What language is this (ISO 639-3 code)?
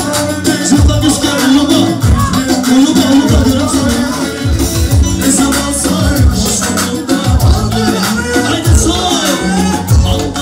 tur